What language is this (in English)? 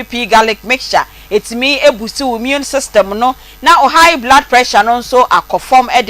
Akan